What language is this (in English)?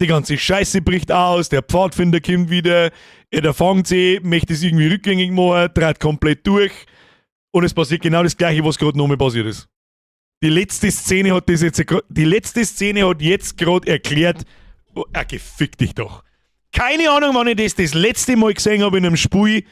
Bavarian